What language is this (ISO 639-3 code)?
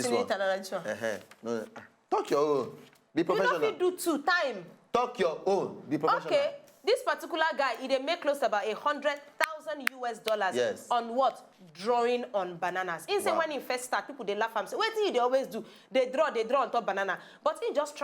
pcm